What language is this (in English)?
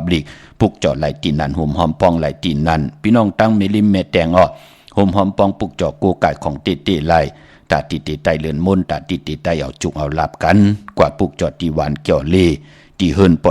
Shan